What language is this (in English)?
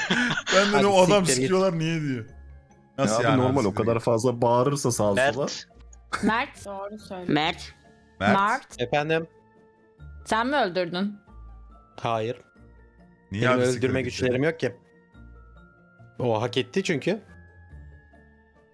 Turkish